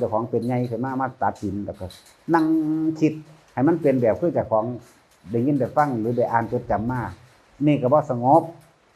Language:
Northeastern Thai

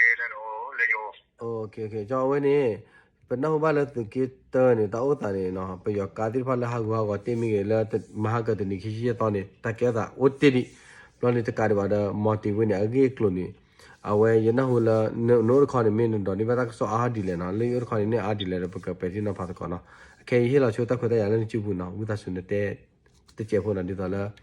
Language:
S'gaw Karen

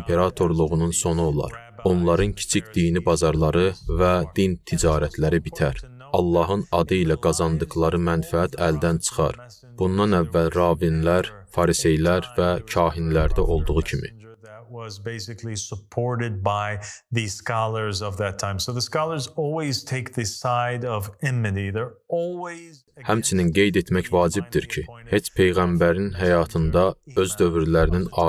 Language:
Azerbaijani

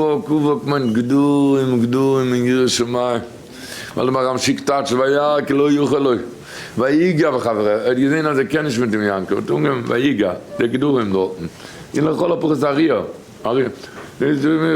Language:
Yiddish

